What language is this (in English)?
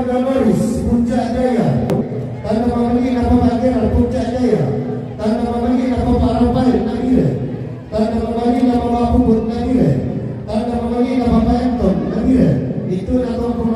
Toraja-Sa'dan